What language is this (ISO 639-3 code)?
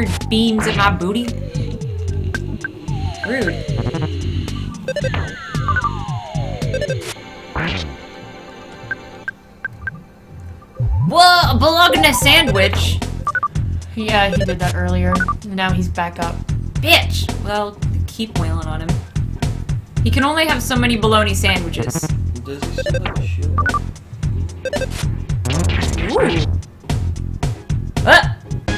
eng